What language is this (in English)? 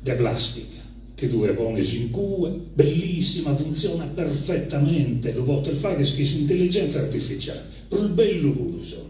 Sardinian